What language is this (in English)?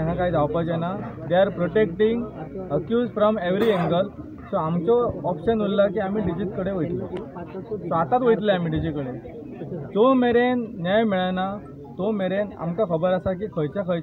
Konkani